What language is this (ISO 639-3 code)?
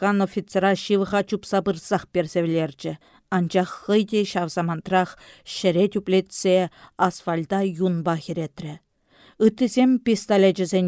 chv